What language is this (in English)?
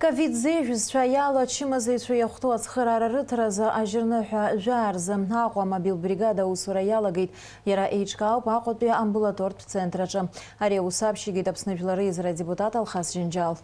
Abkhazian